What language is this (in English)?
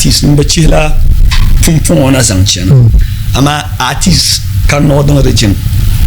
Dagbani